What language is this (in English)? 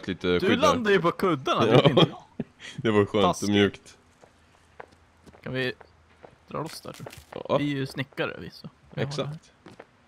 Swedish